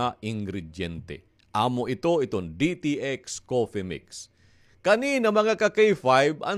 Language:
Waray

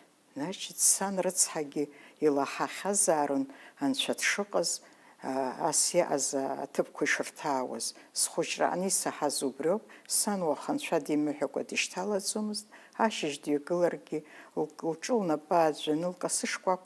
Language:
Abkhazian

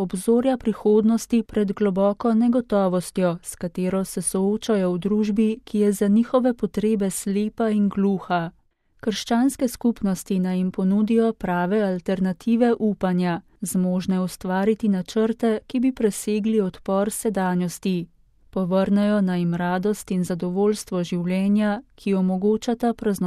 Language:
Slovenian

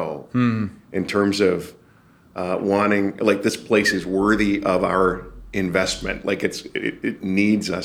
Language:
English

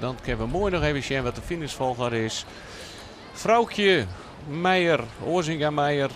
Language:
Western Frisian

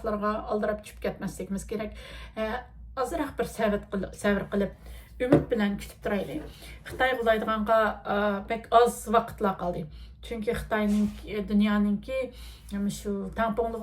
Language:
Uyghur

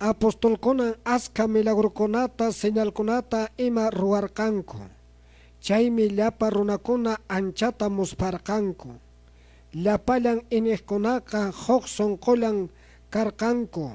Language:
Quechua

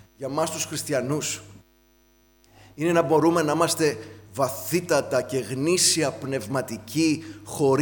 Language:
Greek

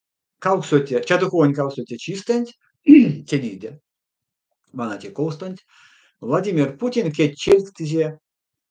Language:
Erzya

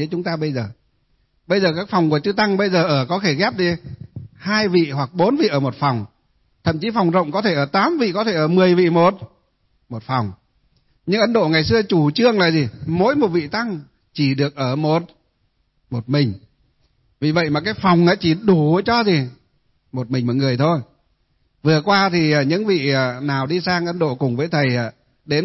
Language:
Vietnamese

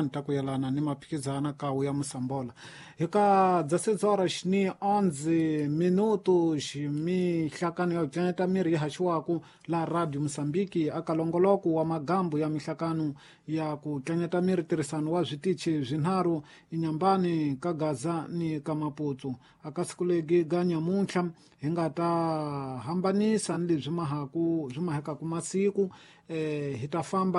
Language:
Tsonga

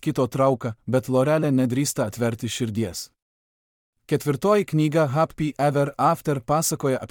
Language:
Lithuanian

